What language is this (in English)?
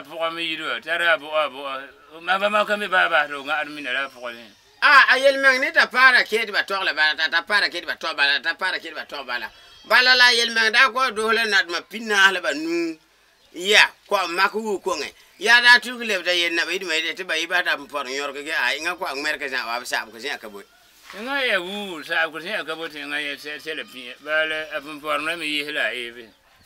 Frafra